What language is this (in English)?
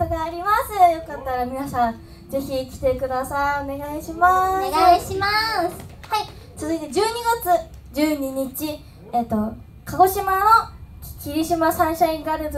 Japanese